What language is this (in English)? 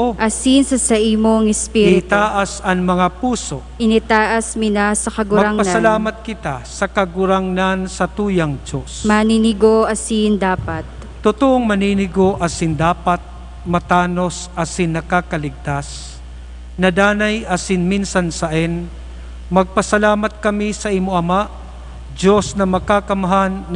Bikol